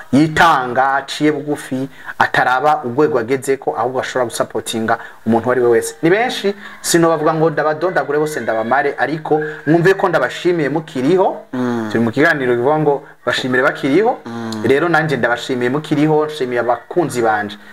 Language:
Rundi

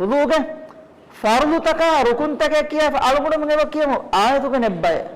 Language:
Divehi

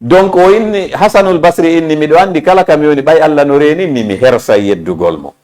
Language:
Fula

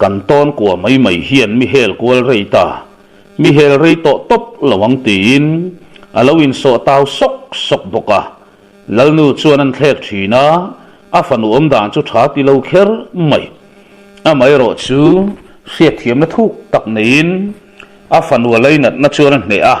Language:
Mizo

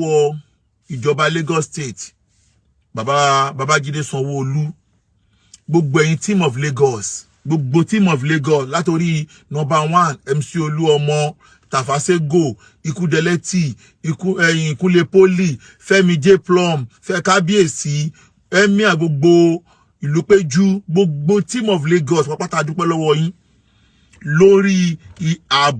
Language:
Yoruba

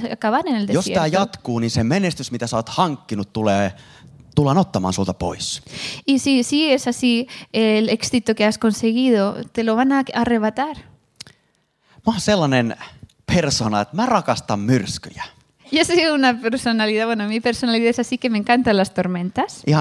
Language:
Finnish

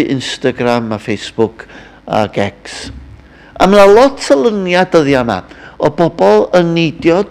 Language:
Welsh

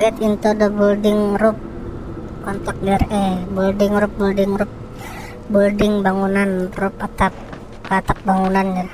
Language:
Banjar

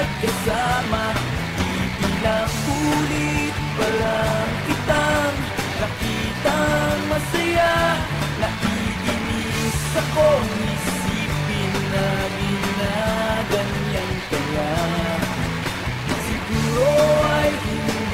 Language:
Filipino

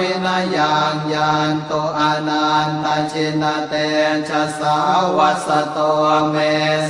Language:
Pali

